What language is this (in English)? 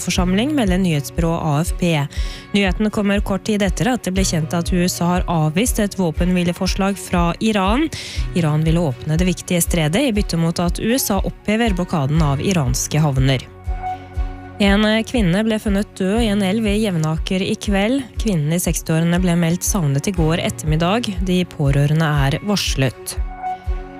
Norwegian